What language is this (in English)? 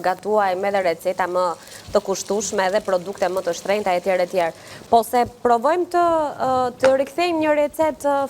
Albanian